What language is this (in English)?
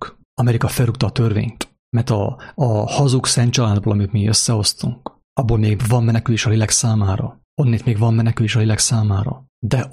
Hungarian